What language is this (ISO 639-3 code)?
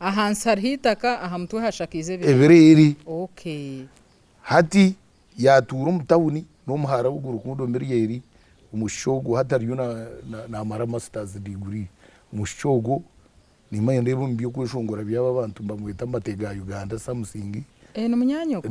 nyn